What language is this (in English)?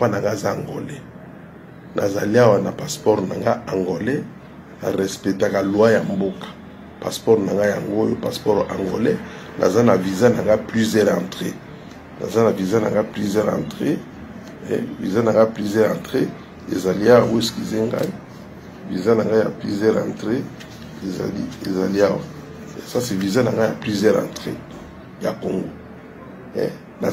Lingala